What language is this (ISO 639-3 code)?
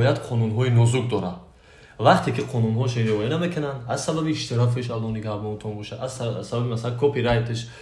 tgk